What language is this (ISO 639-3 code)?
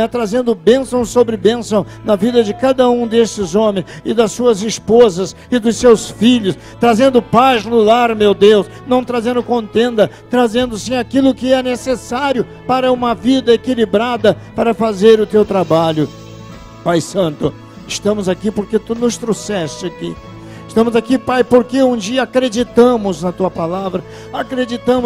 por